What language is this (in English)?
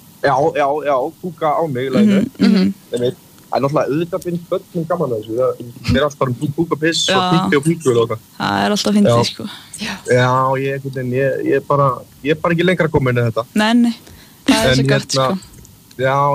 Icelandic